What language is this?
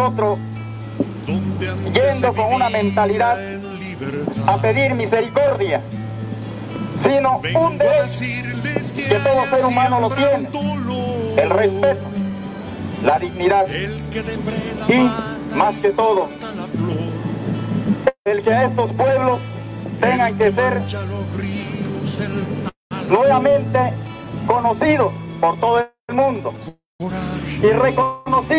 Spanish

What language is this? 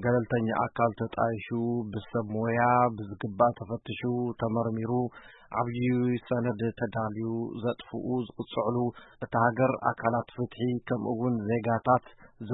Tigrinya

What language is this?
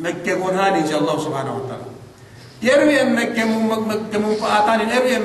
Yakan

